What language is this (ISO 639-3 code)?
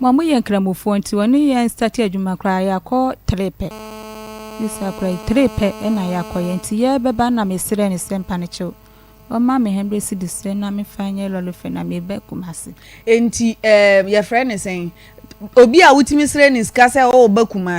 aka